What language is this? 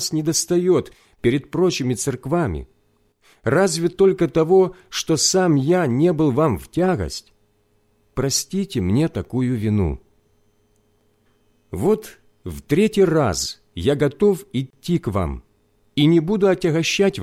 Russian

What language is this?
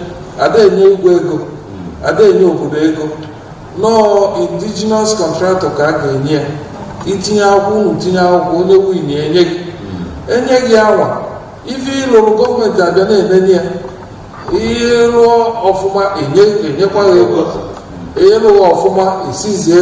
Igbo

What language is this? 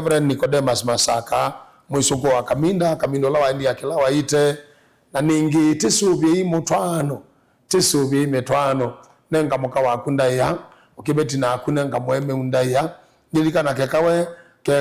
Kamba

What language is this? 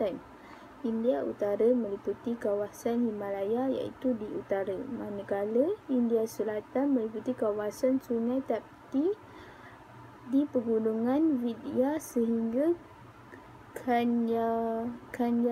Malay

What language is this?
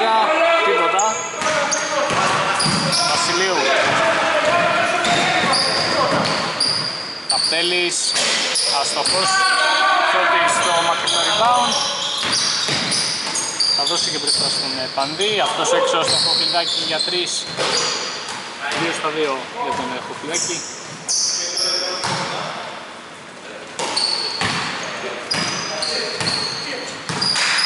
Greek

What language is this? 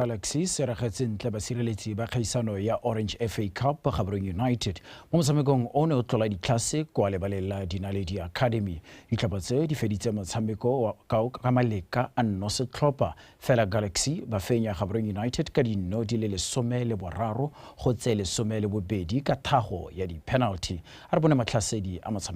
Tswana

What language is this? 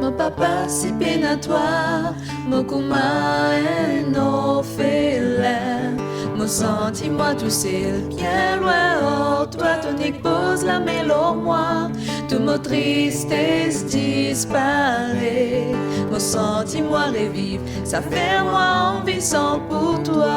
Morisyen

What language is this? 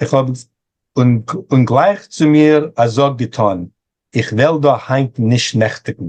Yiddish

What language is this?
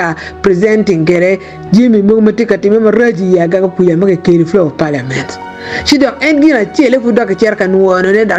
Acoli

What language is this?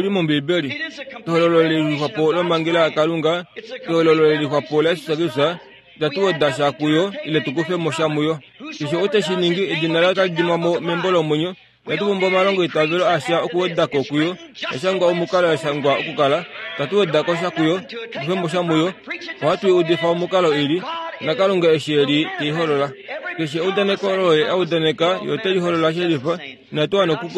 Kuanyama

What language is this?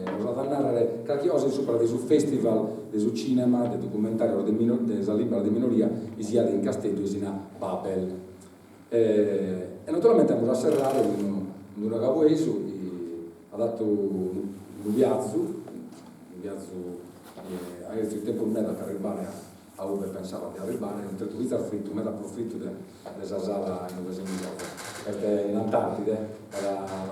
Sardinian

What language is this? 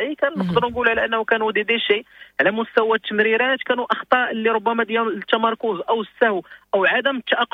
Moroccan Arabic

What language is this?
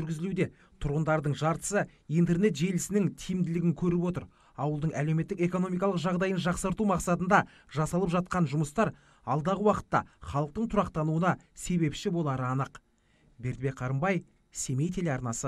Kazakh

